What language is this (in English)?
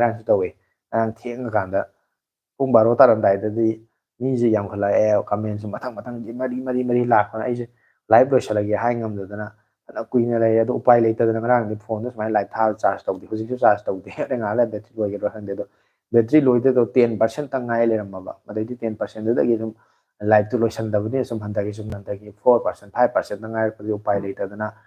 Manipuri